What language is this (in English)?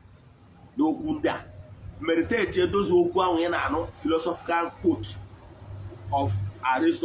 Igbo